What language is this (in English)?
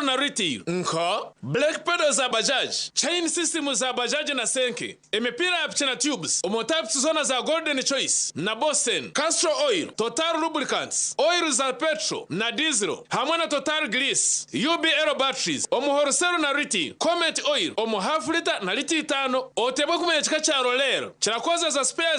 Nyankole